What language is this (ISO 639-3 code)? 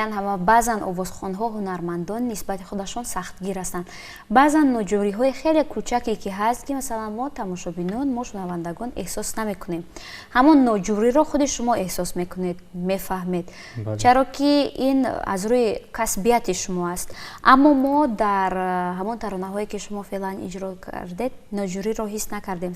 tgk